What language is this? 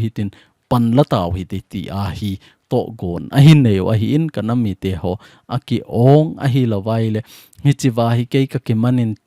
Thado Chin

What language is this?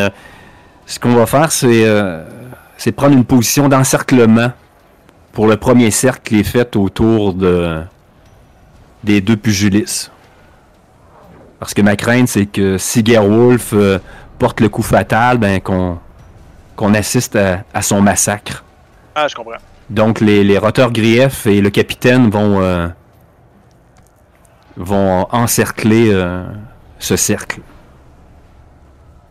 French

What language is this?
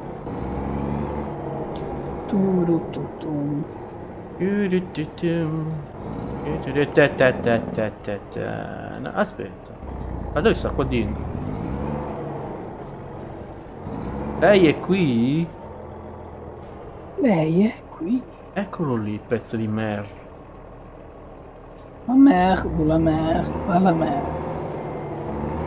Italian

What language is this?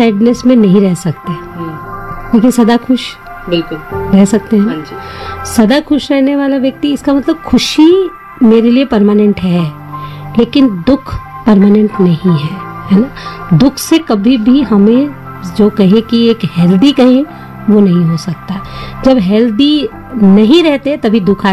Hindi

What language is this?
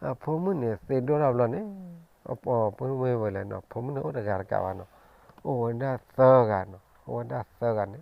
S'gaw Karen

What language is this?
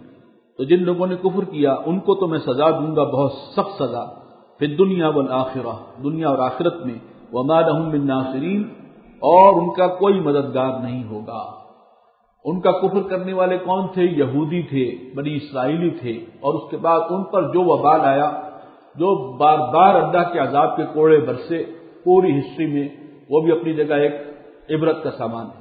Urdu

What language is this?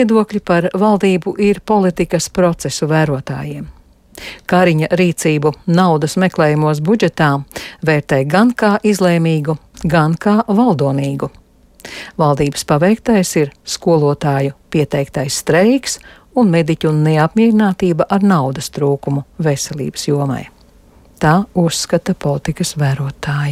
Latvian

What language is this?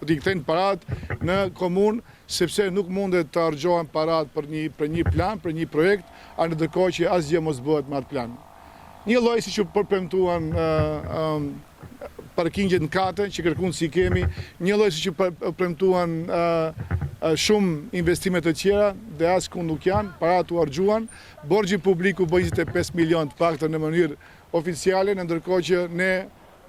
Albanian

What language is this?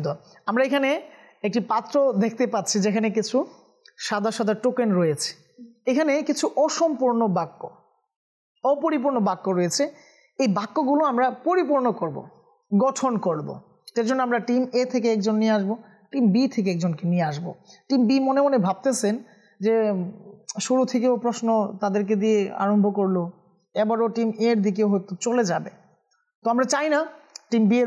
Bangla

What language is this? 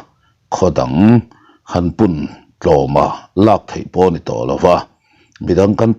Mizo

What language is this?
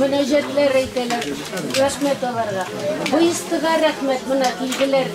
Bashkir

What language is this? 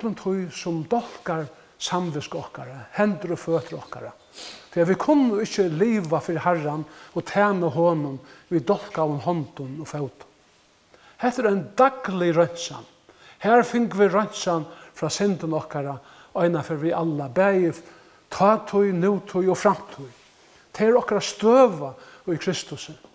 Faroese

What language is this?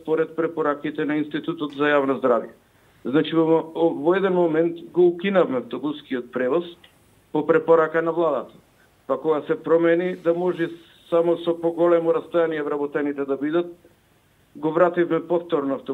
Macedonian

